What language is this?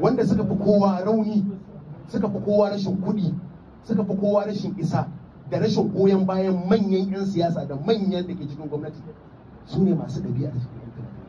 Hausa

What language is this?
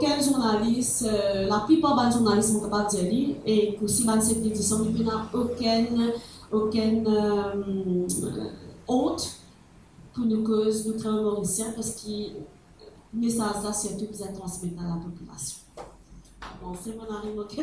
Morisyen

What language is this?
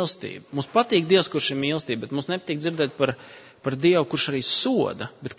Latvian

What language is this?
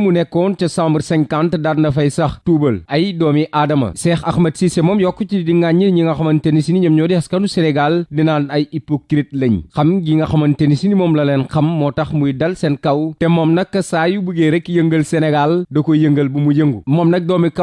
Wolof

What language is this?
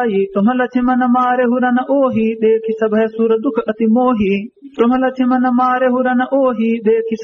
Awadhi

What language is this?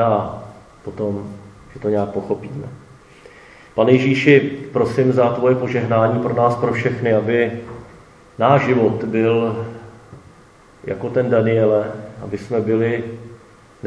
Czech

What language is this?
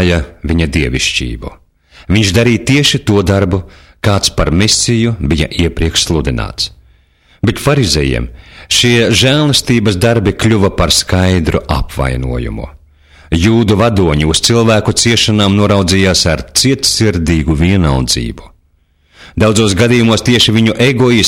Latvian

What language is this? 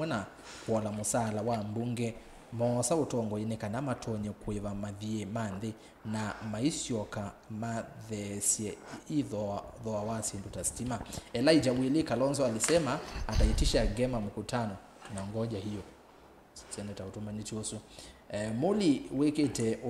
Kamba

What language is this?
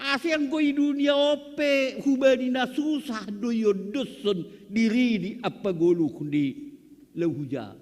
Batak Simalungun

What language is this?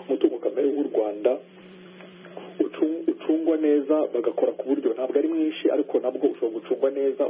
Kinyarwanda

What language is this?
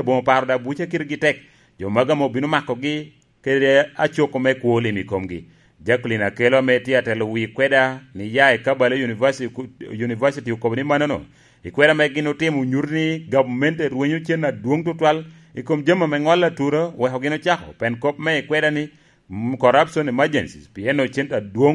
Lango (Uganda)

